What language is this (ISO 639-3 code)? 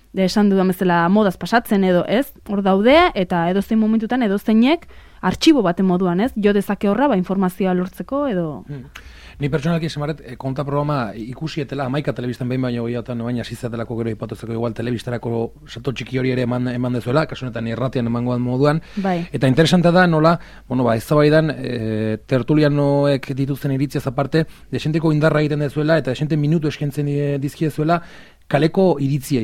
eus